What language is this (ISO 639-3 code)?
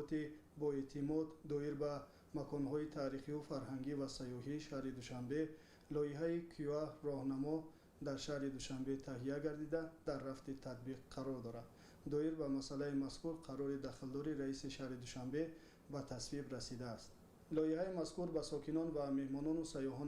tgk